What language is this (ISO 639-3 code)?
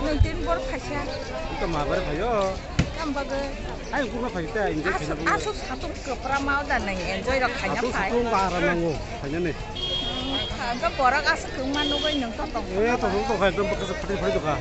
trp